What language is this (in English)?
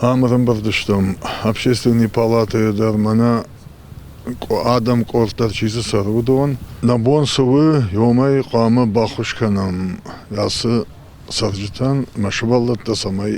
Ossetic